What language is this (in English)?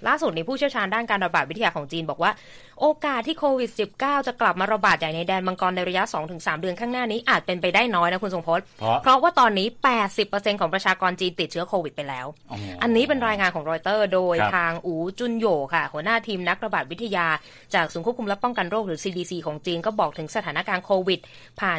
Thai